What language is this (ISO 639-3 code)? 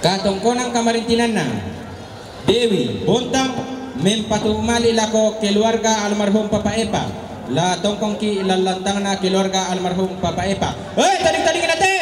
sda